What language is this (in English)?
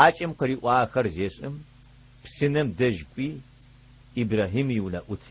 Adyghe